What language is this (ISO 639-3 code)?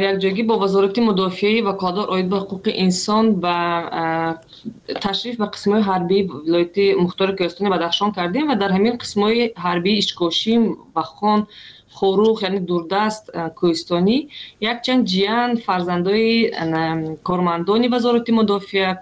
tgk